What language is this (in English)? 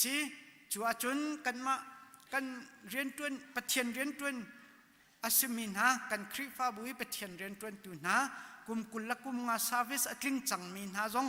Hakha Chin